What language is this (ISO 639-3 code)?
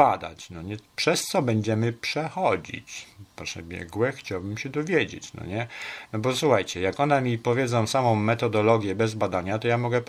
pol